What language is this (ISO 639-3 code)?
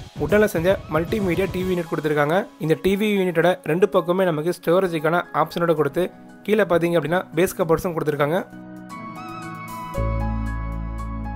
tam